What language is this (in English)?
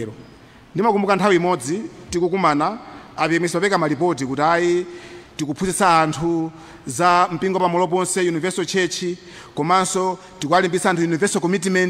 Nyanja